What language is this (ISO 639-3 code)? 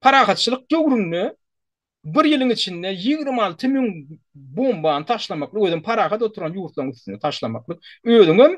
tuk